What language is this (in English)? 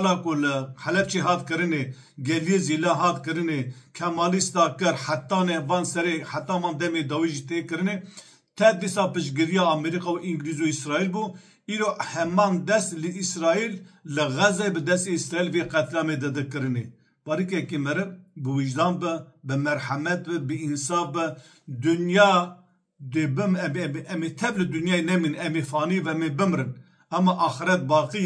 Kurdish